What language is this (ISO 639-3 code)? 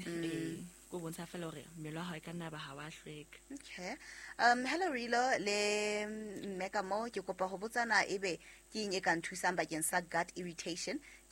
sot